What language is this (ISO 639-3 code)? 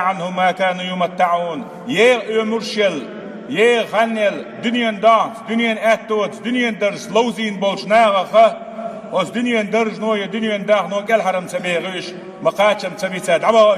che